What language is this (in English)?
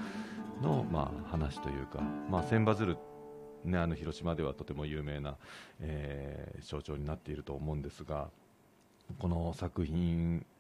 Japanese